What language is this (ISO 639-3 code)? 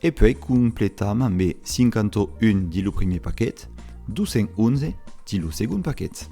oci